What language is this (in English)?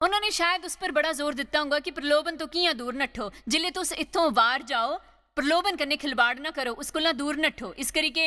Dogri